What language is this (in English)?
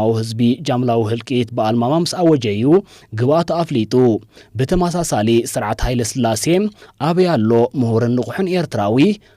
Tigrinya